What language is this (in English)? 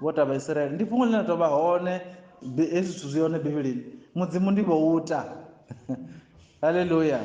Venda